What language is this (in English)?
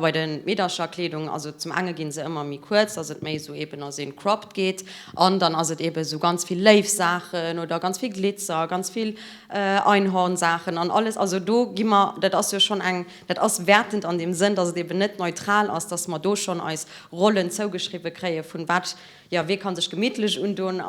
Luxembourgish